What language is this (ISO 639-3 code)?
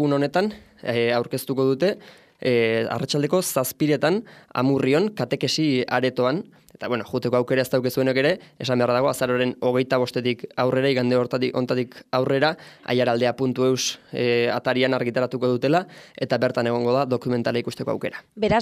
eus